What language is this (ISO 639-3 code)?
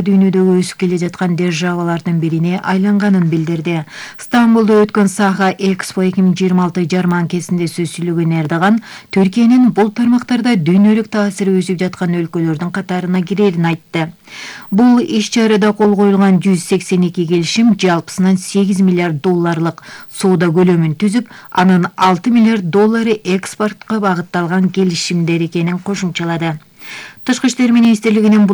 kir